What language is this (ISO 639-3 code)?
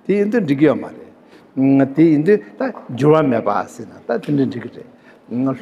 bod